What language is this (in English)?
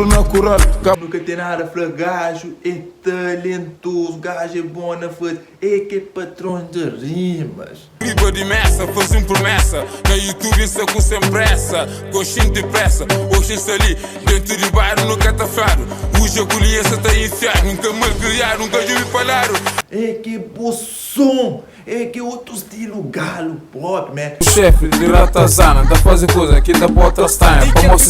Kabuverdianu